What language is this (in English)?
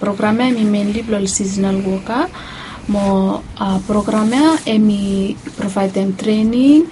Bislama